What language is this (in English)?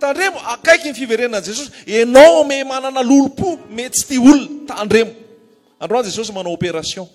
Malagasy